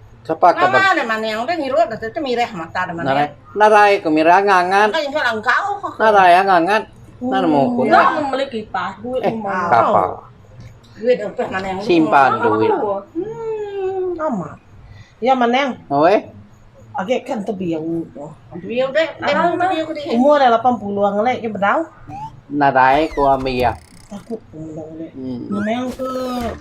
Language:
Iban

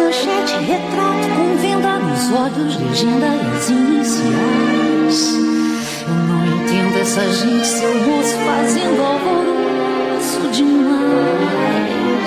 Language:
Portuguese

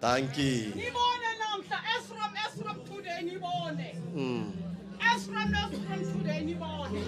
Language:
Northern Sotho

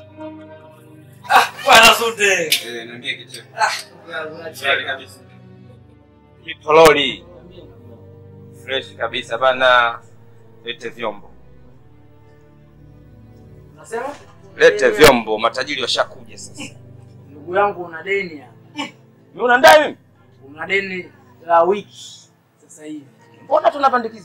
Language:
Swahili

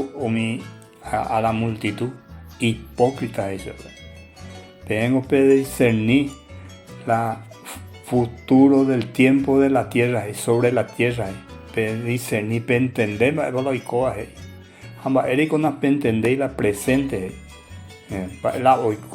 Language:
Guarani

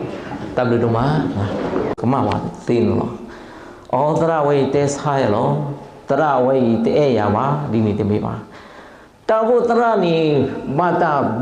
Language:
S'gaw Karen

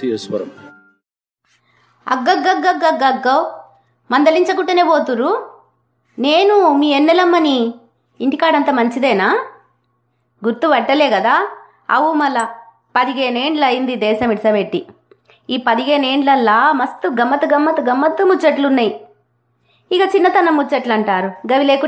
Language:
Telugu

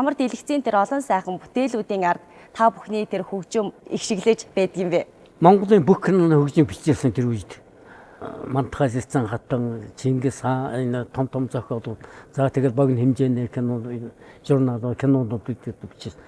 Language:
Mongolian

